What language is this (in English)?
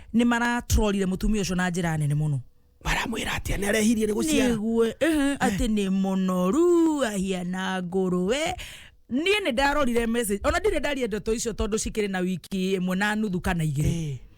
Kikuyu